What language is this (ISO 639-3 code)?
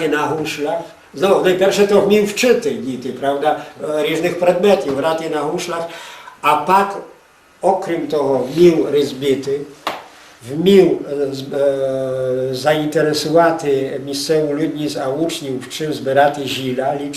rue